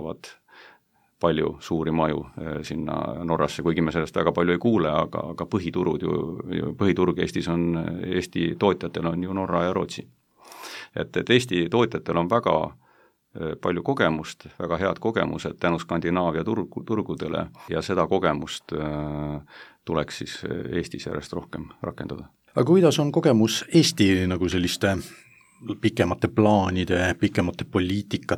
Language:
Estonian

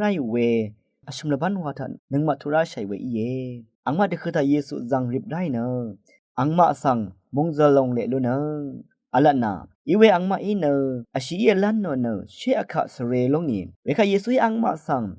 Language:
Rawang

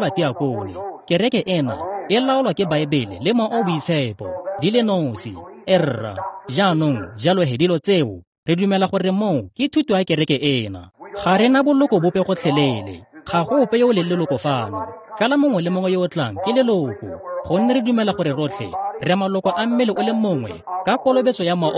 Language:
Tswana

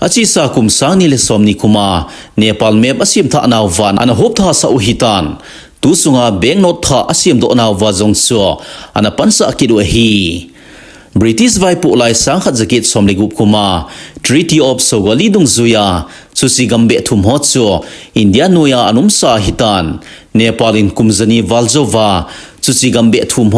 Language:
Thado Chin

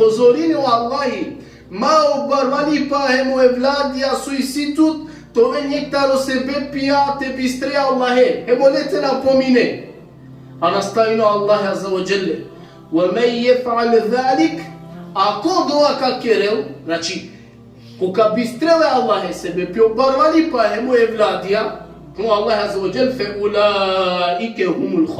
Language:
Balkan Romani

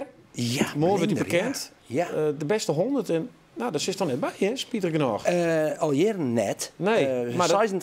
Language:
Western Frisian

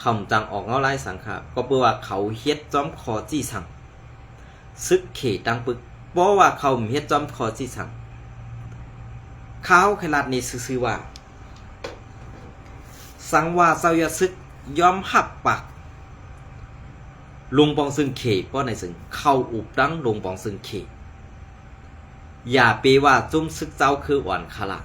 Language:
Shan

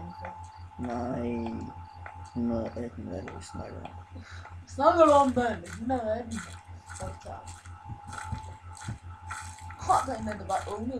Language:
Danish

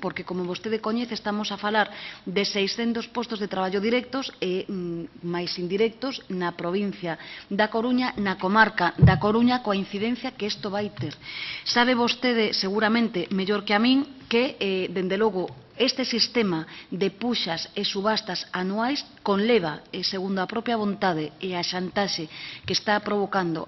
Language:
Galician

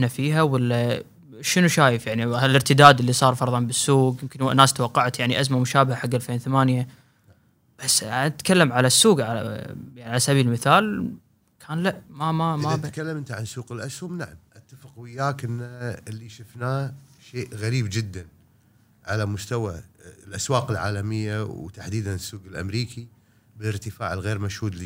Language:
Gulf Arabic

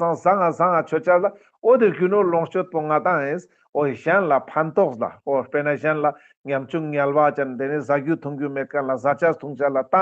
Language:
Ladakhi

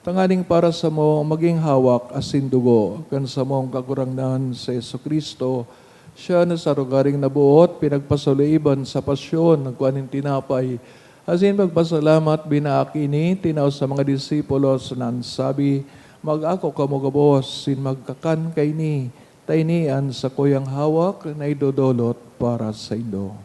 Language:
Bikol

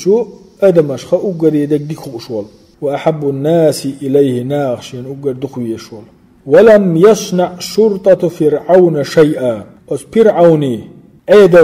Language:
Chechen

